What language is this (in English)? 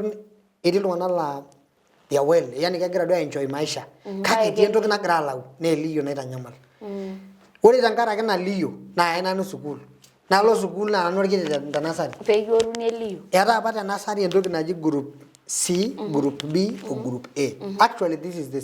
Masai